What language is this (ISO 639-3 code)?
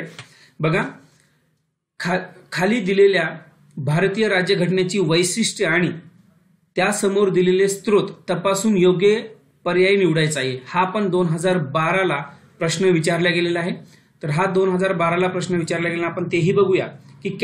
mar